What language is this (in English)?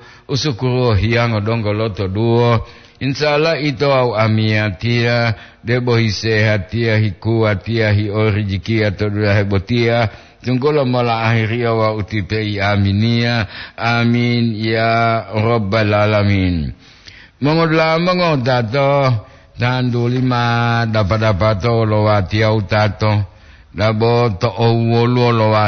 Gorontalo